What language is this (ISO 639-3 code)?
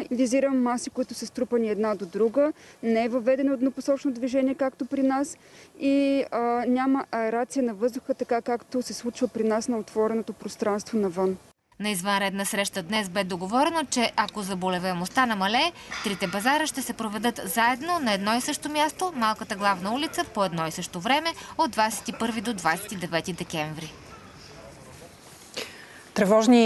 bul